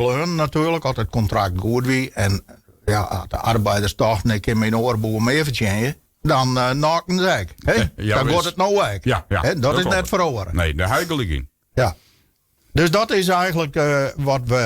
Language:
Western Frisian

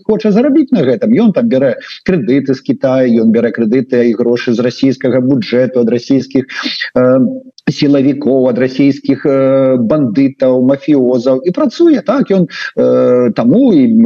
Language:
Belarusian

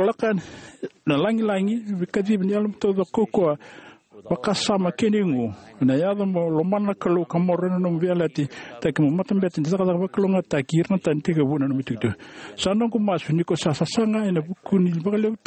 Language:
Fijian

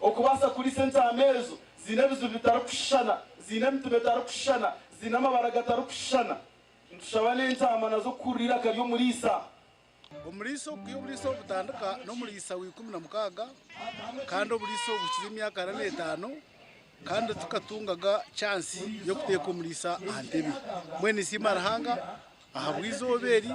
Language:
Nyankole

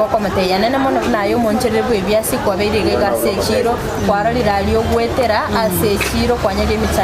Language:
Gusii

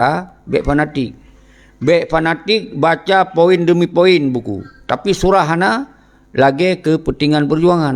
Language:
Achinese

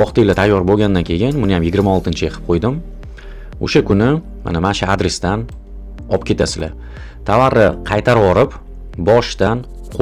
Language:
Uzbek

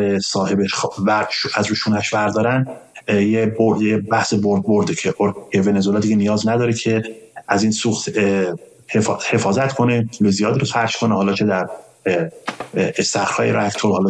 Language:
Persian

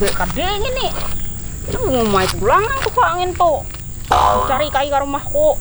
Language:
Banjar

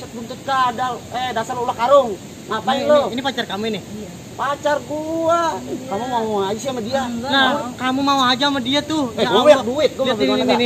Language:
Betawi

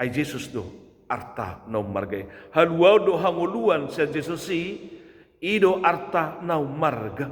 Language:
Batak Toba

